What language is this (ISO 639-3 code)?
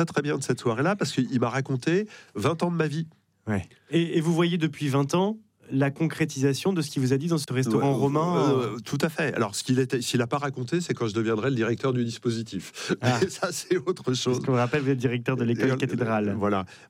fra